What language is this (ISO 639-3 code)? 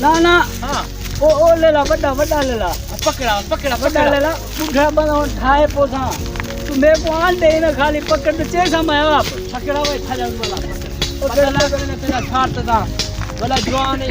skr